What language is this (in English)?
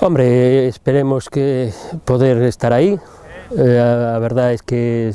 Galician